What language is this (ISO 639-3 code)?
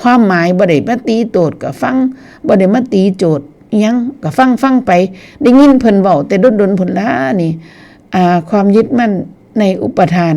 tts